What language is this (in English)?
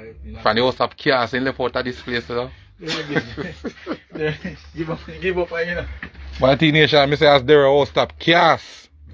Jamaican Creole English